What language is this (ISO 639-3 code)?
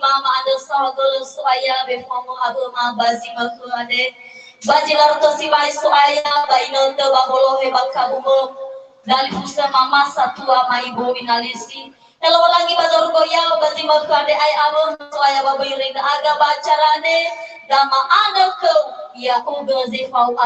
nia